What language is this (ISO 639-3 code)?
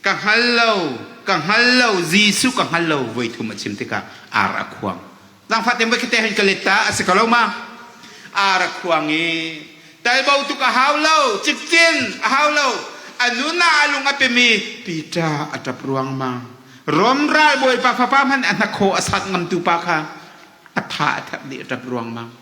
cnh